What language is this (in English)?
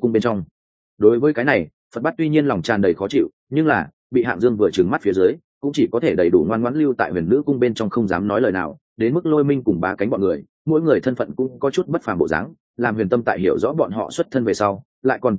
Vietnamese